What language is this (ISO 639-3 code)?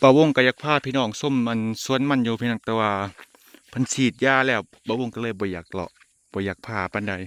lao